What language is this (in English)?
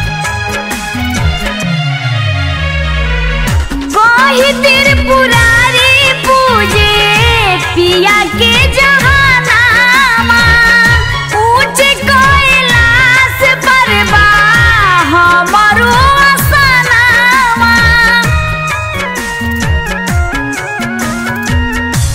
Bhojpuri